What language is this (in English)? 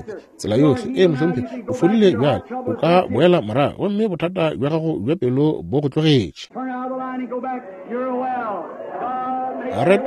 Northern Sotho